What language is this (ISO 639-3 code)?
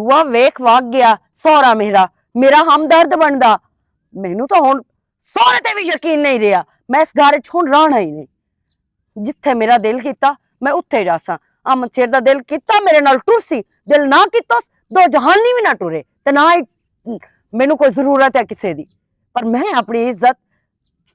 lah